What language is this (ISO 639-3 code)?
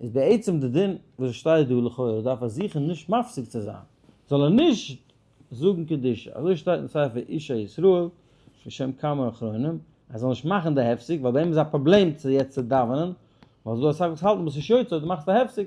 yid